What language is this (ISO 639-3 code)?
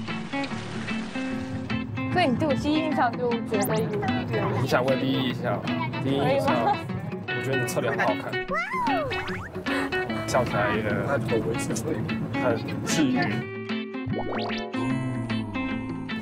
zho